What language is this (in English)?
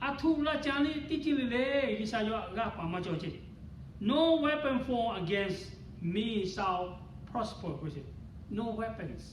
Lahu